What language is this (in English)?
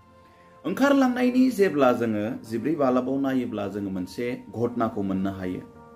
Bodo